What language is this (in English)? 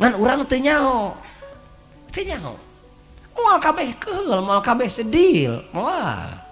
Sundanese